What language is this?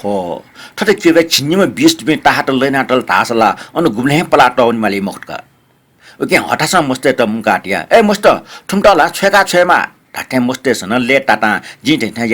Newari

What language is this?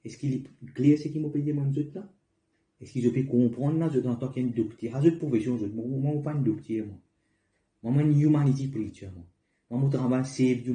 Morisyen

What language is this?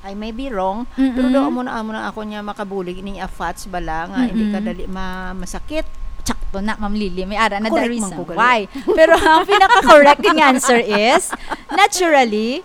Hiligaynon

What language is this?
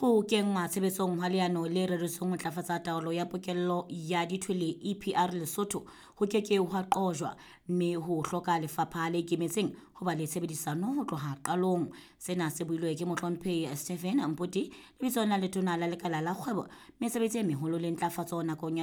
Southern Sotho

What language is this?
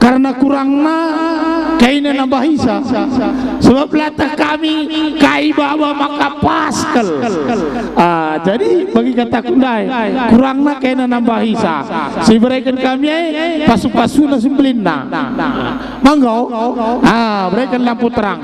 Batak Karo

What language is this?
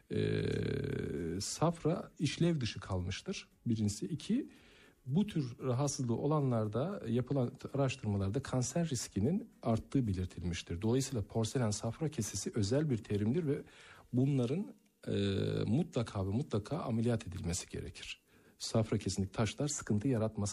Turkish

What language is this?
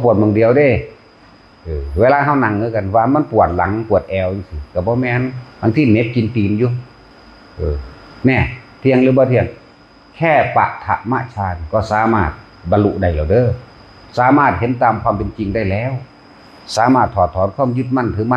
Northeastern Thai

